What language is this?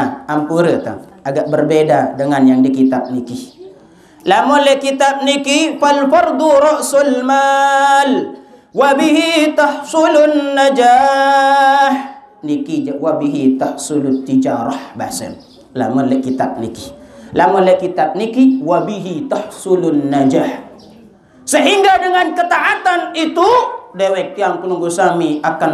Sasak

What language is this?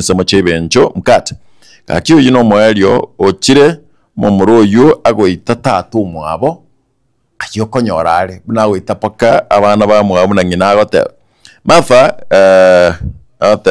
Gusii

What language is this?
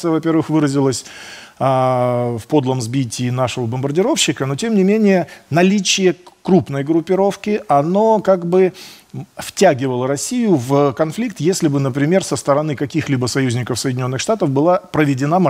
Russian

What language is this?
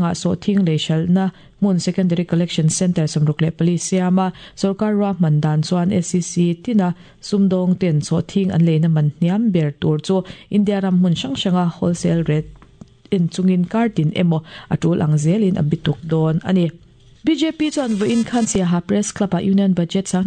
Mizo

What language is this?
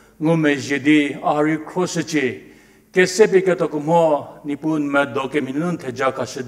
Angami Naga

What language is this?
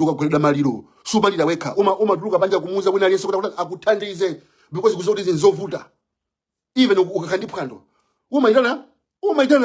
Nyanja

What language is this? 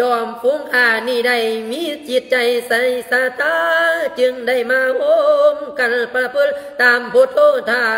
Lao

